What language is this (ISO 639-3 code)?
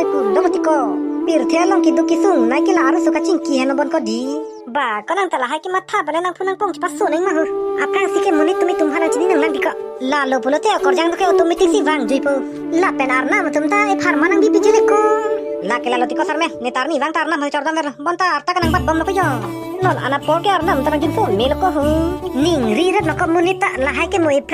mjw